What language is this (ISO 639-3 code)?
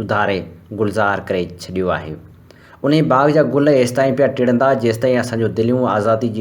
snd